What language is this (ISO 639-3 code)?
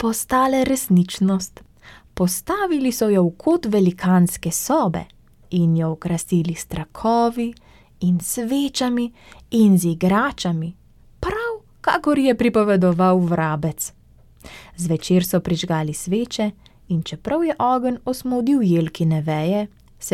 slv